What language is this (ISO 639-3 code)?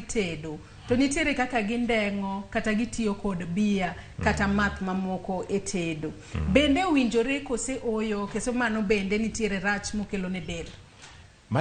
luo